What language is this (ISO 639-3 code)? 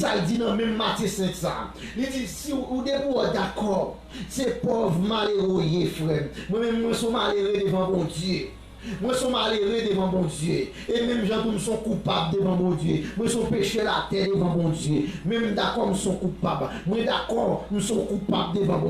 hat